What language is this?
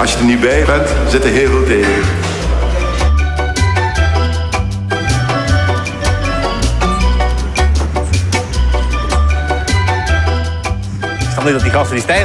Dutch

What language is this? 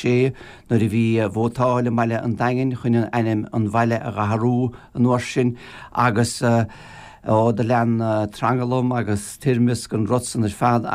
Irish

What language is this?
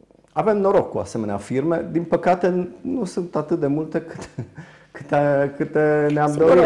Romanian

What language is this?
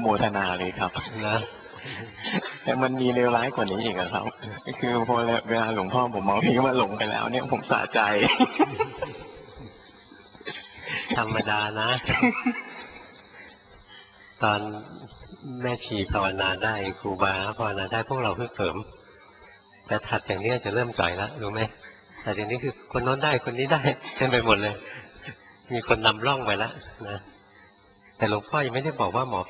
Thai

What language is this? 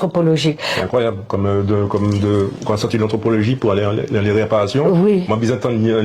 Guadeloupean Creole French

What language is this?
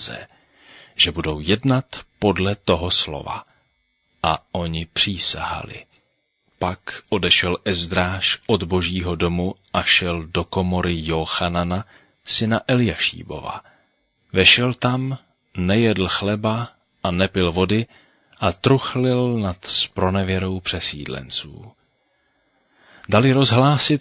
Czech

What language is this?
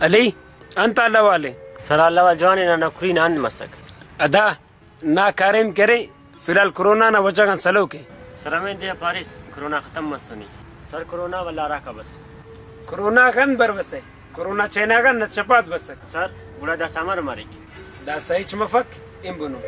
Brahui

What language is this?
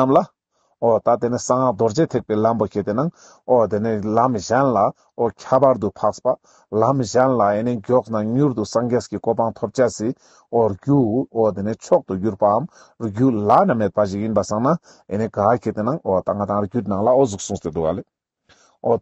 Ladakhi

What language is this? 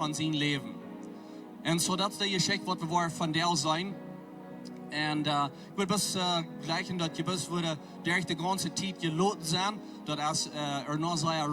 Plautdietsch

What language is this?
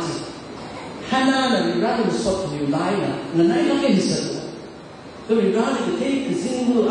Tangkhul Naga (India)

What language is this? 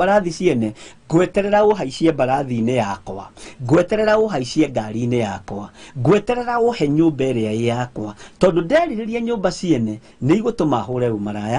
Kikuyu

